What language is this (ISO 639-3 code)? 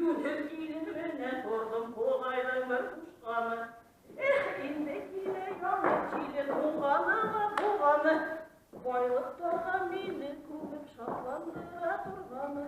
bak